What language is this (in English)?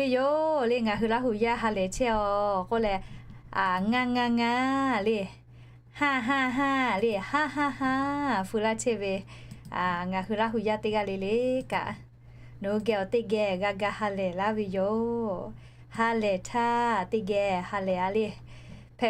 Lahu